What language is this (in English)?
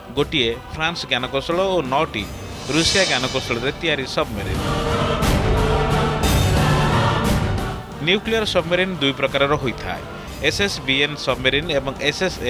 Odia